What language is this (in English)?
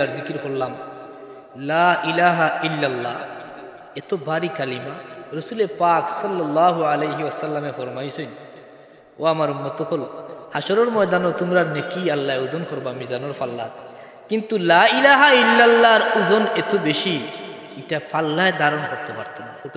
Sylheti